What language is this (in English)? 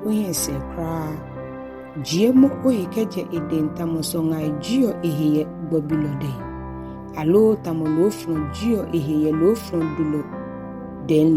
Ga